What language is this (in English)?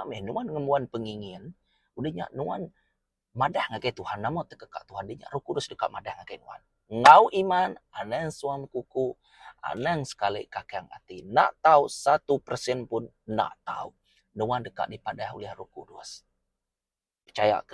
Iban